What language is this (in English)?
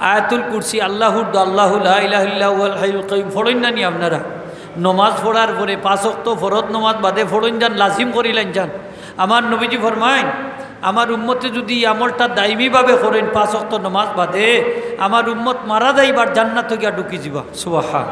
Sylheti